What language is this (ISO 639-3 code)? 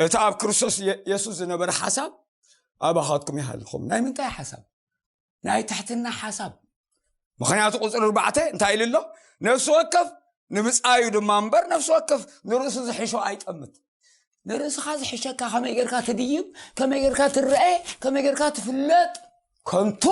tir